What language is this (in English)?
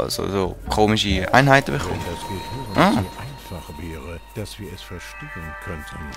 Swiss German